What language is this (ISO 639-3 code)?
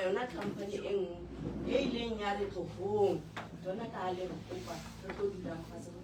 sot